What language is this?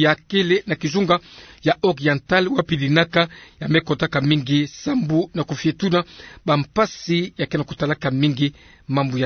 Kituba (Democratic Republic of Congo)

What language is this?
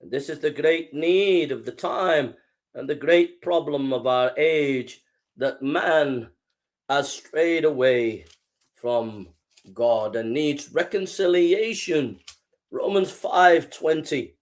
English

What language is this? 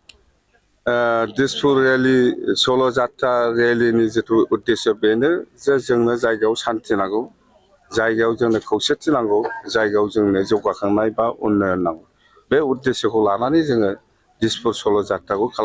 Bodo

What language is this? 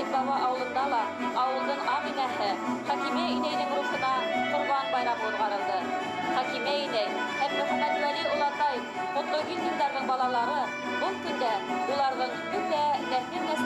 Bashkir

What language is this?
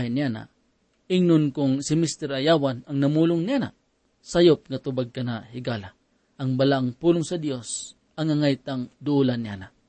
Cebuano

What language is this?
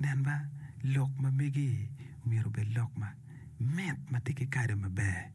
Acoli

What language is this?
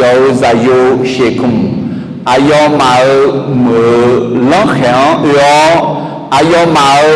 Akha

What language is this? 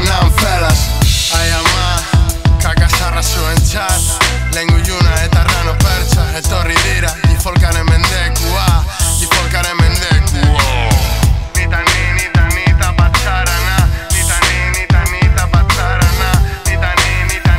Basque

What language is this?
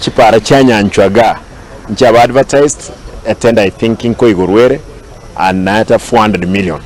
Gusii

